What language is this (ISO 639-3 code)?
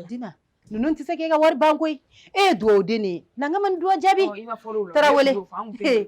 bam